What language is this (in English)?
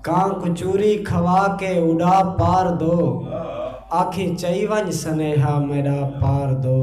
Saraiki